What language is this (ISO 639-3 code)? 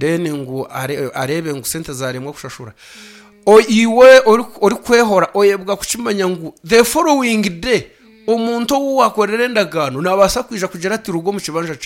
nyn